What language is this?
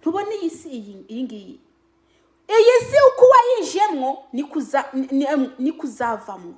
Kinyarwanda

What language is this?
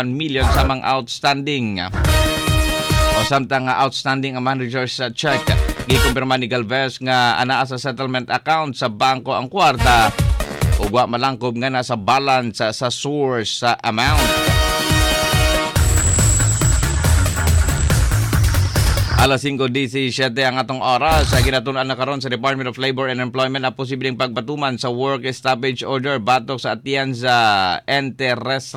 Cebuano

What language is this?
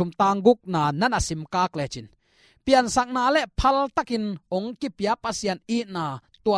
Tedim Chin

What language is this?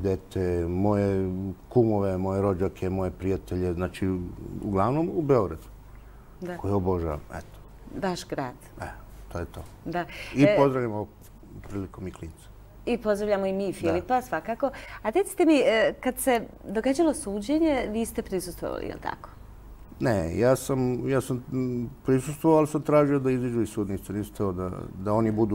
Serbian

